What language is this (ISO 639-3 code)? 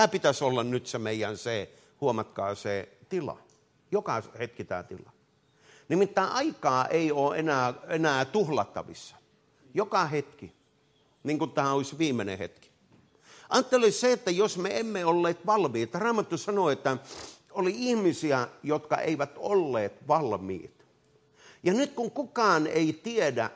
fin